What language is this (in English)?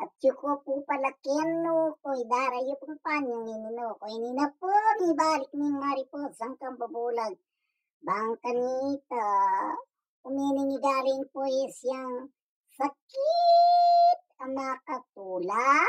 Pampanga